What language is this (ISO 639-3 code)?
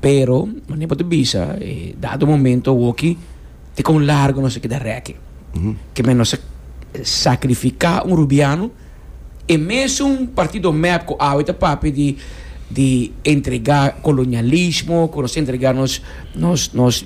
pap